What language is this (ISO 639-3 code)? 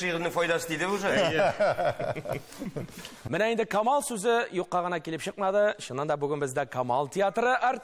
tat